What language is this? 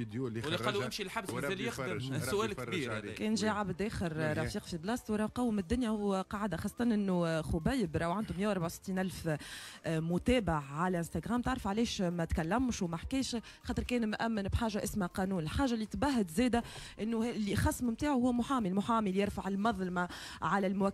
Tunisian Arabic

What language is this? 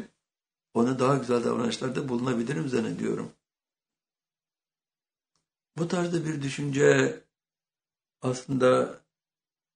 Turkish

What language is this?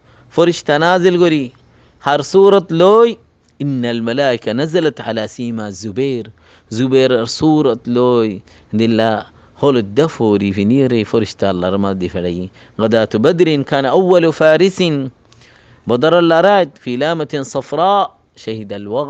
Rohingya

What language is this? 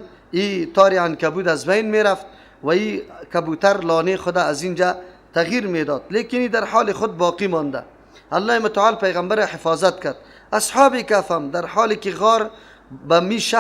Persian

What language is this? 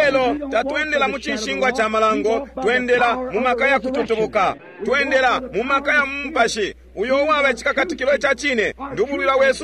Bemba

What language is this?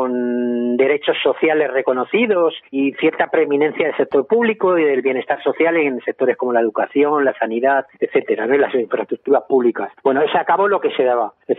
Spanish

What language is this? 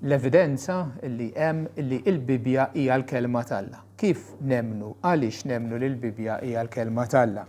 Maltese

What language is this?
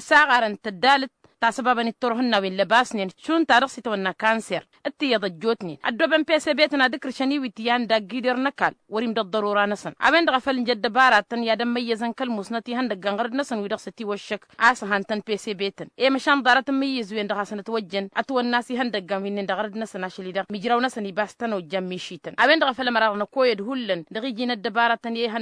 Tamasheq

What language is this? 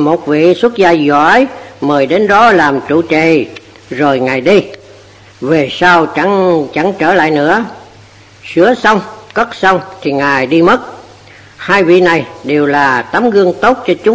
Vietnamese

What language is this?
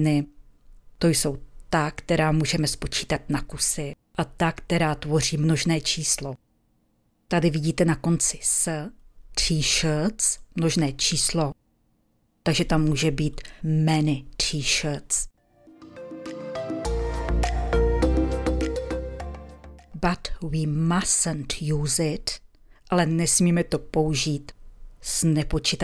Czech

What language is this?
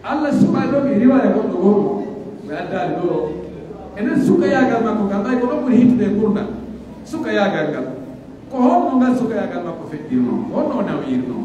Pular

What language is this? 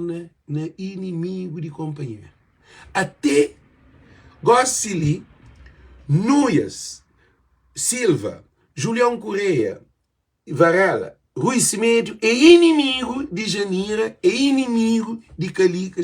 Kabuverdianu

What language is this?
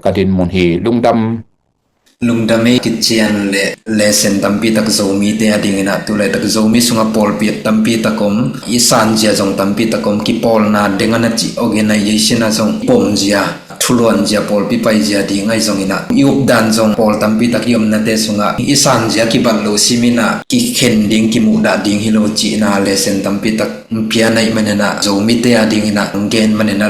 Tedim Chin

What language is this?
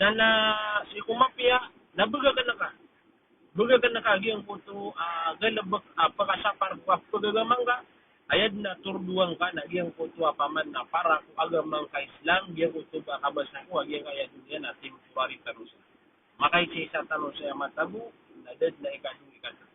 Maranao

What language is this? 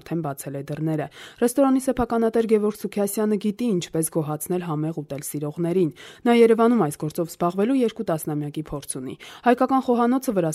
Armenian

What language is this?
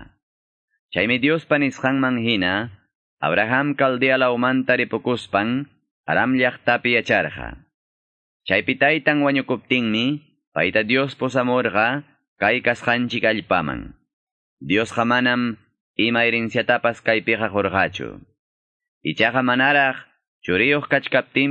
Quechua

